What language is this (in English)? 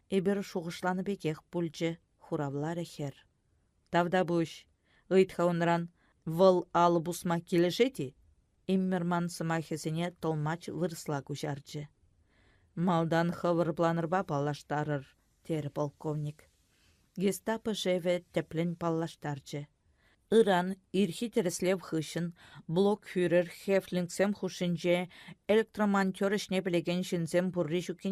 Chuvash